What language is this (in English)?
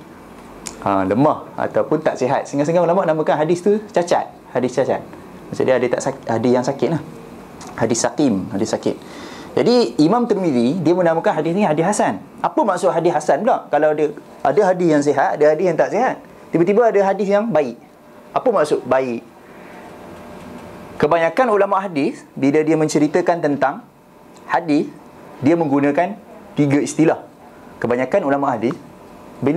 Malay